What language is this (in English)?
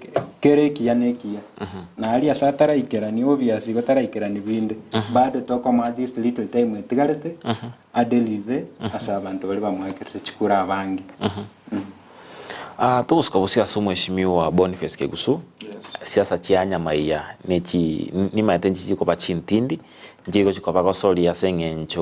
Gusii